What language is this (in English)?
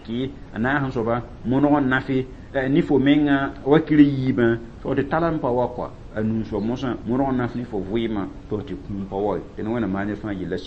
Mossi